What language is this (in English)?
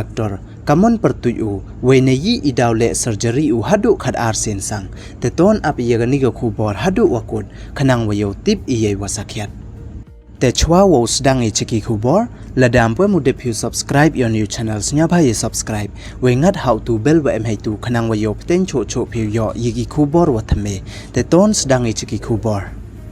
Pnar